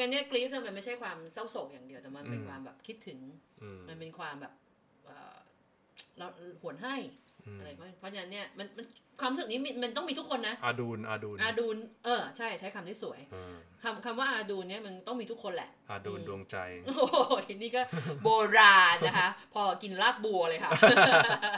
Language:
Thai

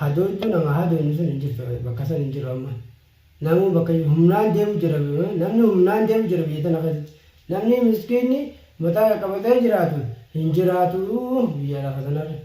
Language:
Oromo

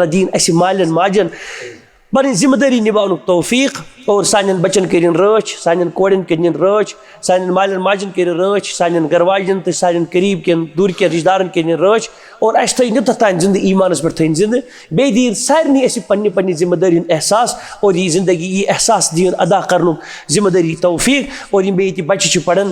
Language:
Kashmiri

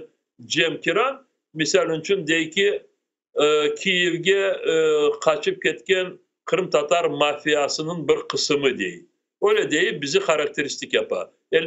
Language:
Crimean Tatar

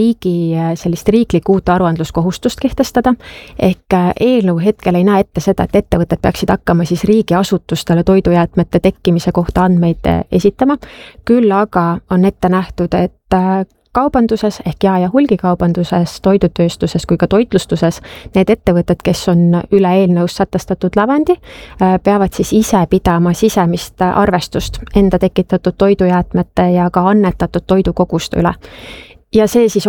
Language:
Estonian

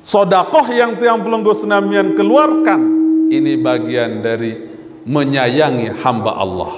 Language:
Sasak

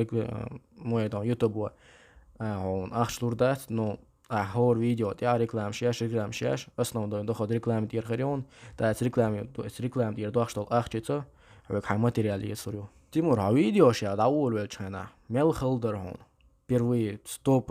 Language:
Chechen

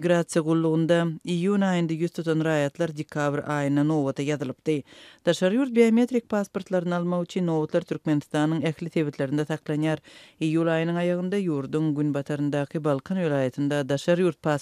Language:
Turkmen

